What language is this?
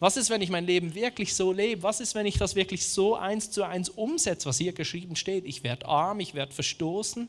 Swiss German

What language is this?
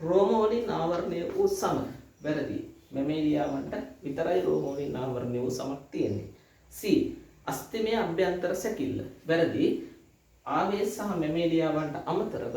Sinhala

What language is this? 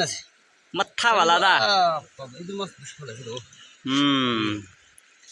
Naga Pidgin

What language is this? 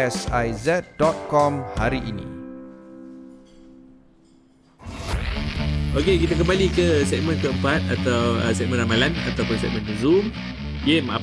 Malay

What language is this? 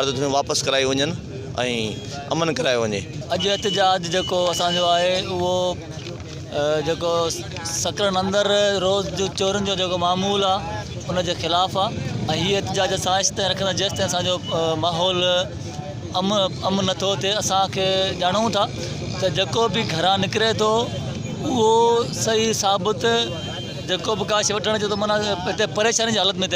Sindhi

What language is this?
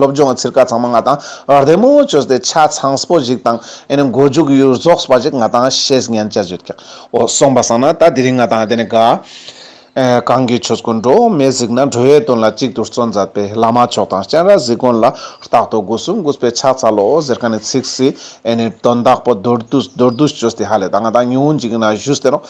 Ladakhi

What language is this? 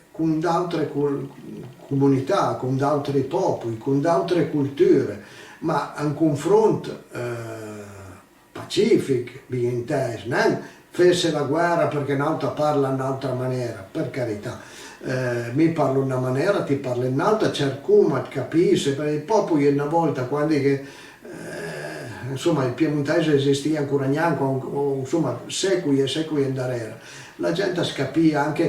Piedmontese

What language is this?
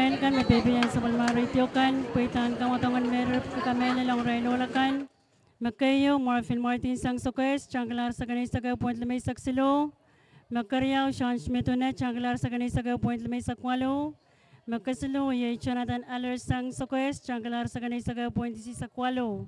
Pohnpeian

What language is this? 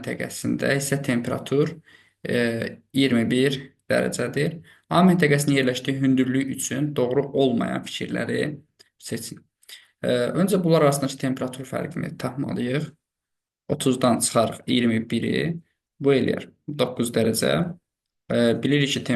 Azerbaijani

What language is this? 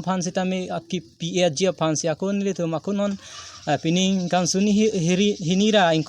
Karbi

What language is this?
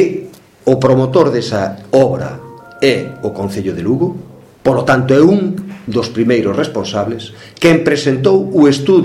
Galician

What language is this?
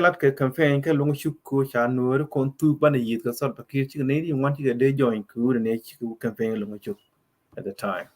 Nuer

